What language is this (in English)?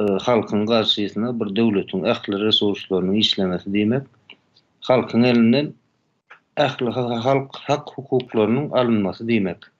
Turkmen